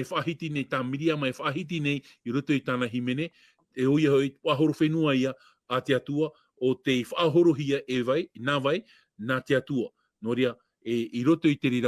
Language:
Tahitian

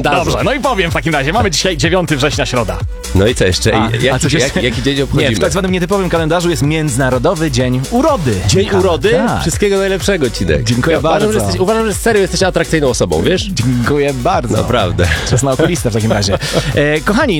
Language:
Polish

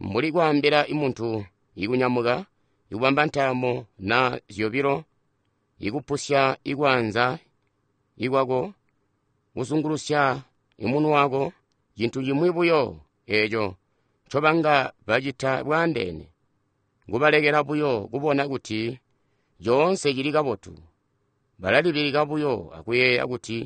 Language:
Tonga (Zambia)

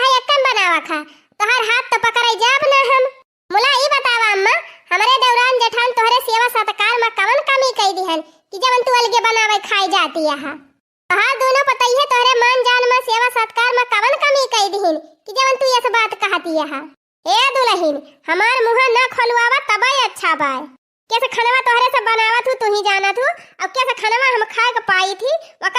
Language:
Awadhi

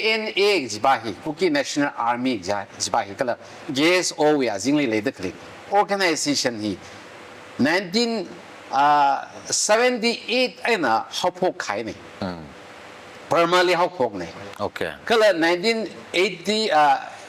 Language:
Tangkhul Naga (India)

